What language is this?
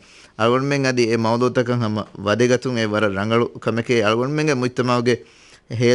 Divehi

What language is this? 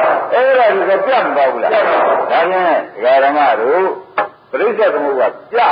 Burmese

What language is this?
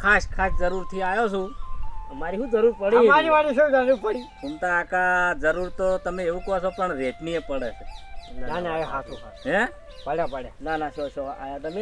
Gujarati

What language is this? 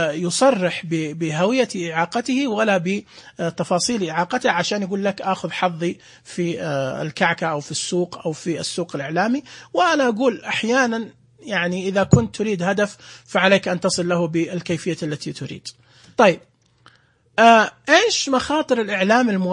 Najdi Arabic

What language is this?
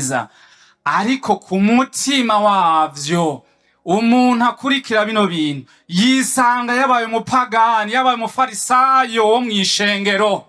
Rundi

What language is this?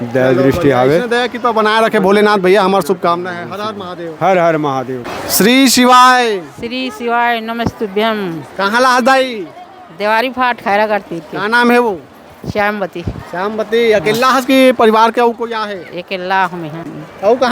Chhattisgarhi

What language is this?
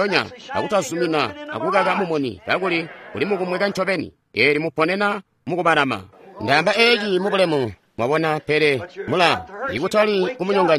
Tonga (Zambia)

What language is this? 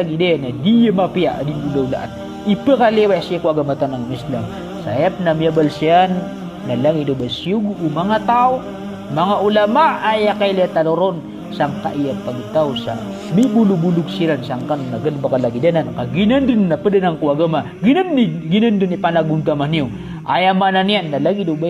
Maranao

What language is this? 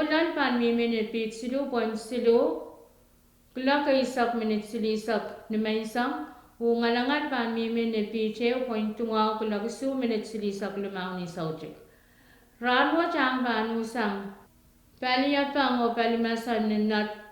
Pohnpeian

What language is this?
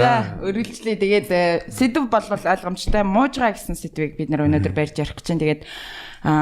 Mongolian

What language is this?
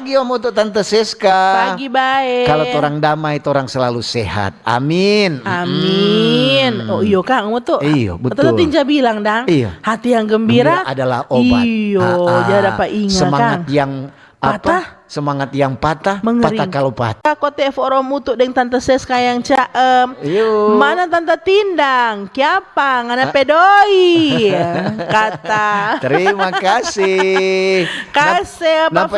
Manado Malay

